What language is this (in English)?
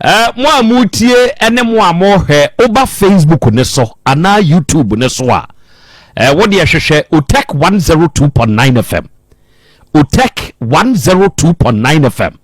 Akan